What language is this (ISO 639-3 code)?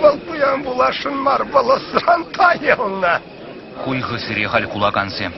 chv